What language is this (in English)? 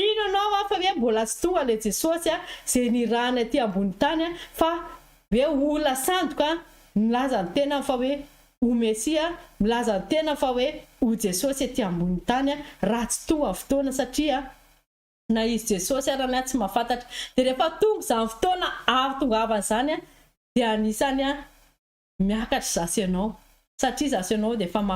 Malagasy